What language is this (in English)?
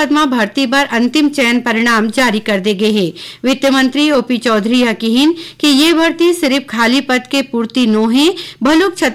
Chhattisgarhi